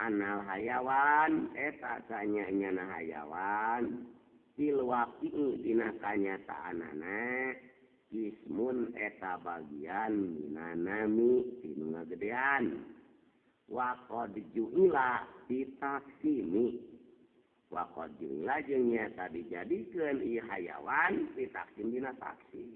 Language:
Sundanese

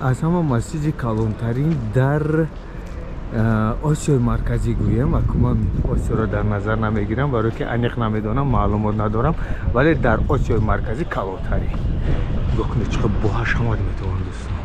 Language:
Tajik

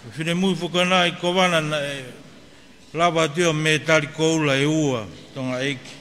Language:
Tongan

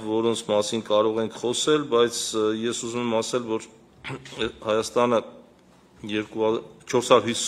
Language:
Armenian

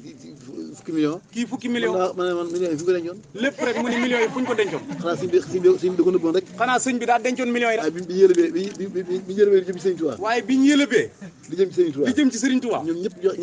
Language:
Wolof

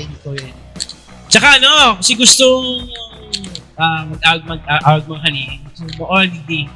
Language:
Bikol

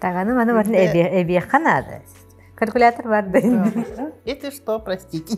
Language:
Yakut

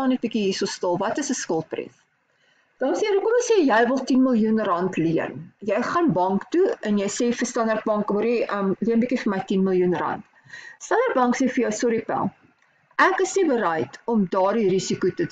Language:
Afrikaans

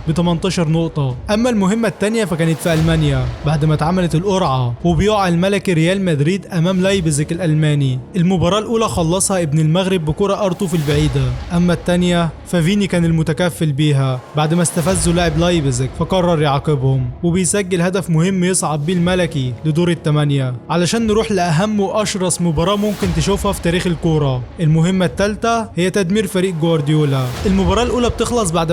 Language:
Egyptian Arabic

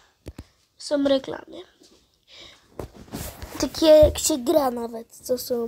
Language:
Polish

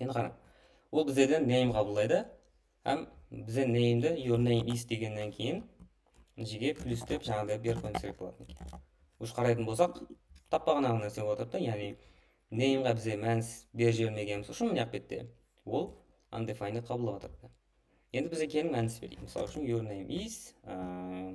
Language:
Kara-Kalpak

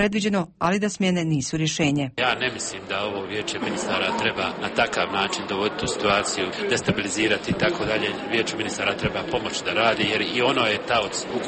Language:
Bosnian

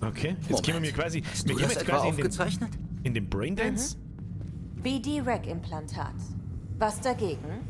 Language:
Bavarian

